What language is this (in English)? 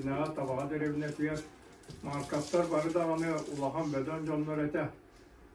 Yakut